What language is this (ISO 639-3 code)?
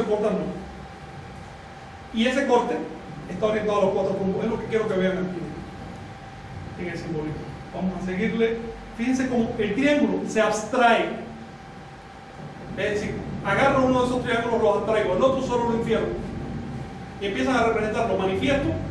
spa